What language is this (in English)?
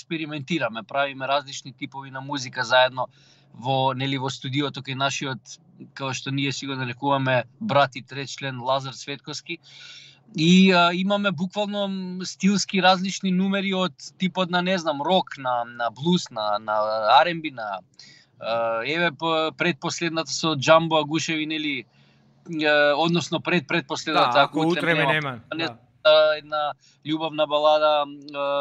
Macedonian